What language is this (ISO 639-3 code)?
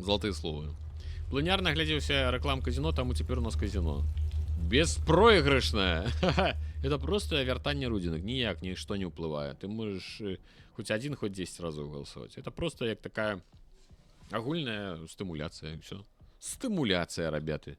bel